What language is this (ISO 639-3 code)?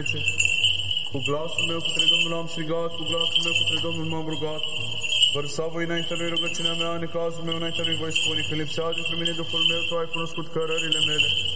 ron